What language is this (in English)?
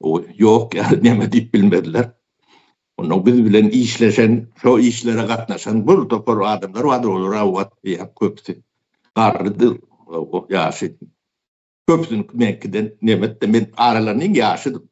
Turkmen